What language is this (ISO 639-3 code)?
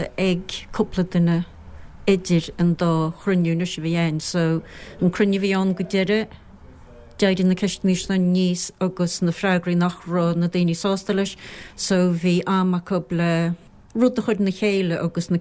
gle